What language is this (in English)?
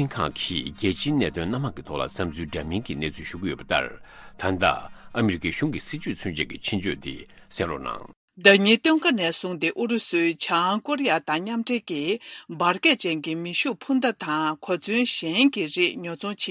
Tibetan